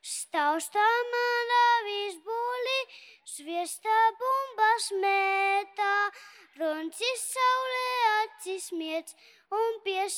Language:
Latvian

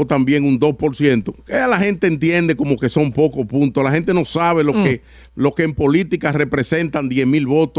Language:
Spanish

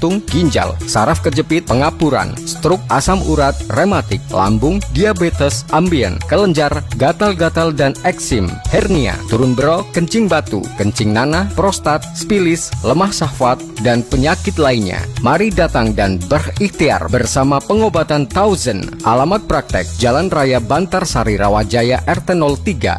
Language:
Indonesian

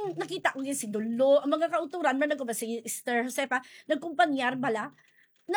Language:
Hiligaynon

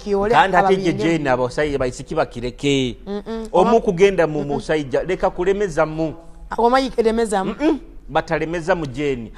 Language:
Tooro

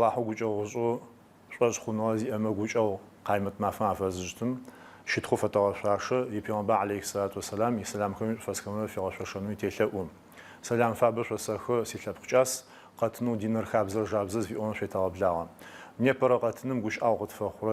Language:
Adyghe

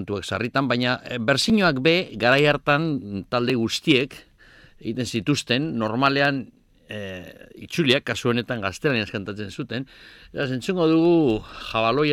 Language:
Basque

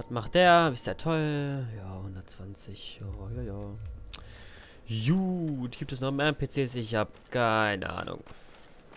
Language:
German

